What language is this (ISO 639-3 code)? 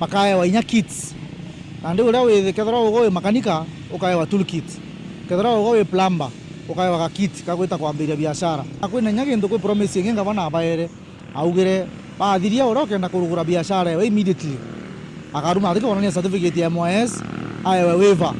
mer